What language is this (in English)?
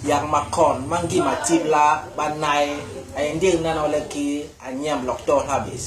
Basaa